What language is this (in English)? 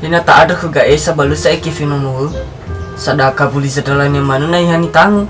Nias